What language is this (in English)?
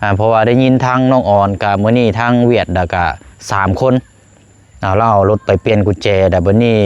Lao